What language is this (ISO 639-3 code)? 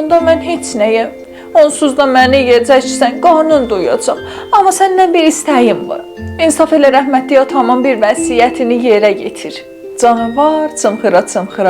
azb